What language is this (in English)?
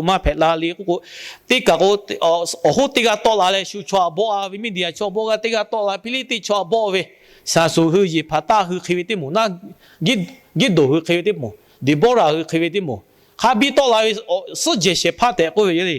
Lahu